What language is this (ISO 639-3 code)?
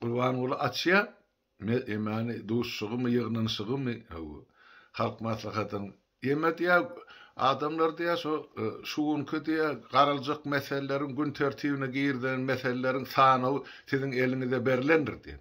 tuk